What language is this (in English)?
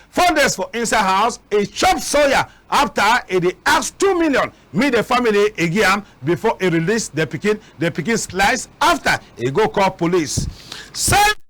Cameroon Pidgin